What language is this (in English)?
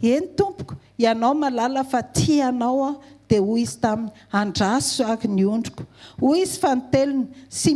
Malagasy